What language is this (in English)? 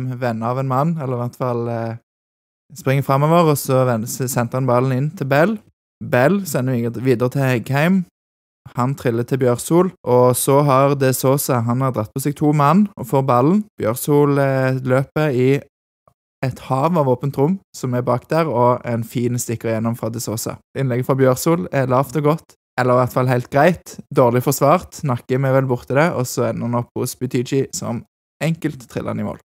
Norwegian